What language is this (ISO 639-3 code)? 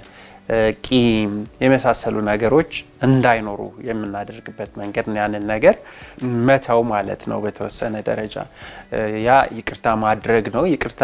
amh